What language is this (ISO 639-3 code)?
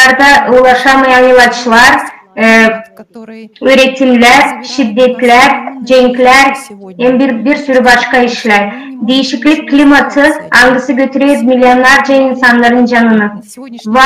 gag